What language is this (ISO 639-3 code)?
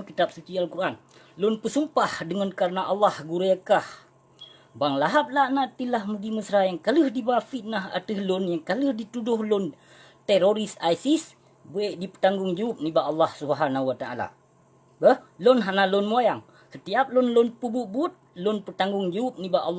ace